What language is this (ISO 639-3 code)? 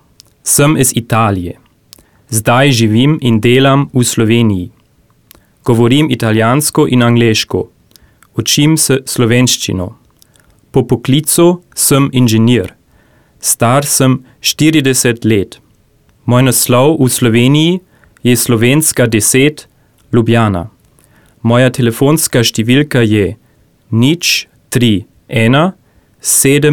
slv